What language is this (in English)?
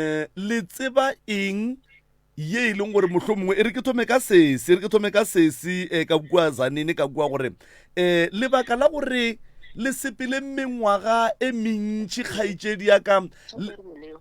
Northern Sotho